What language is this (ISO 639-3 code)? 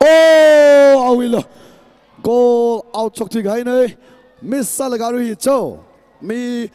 nmf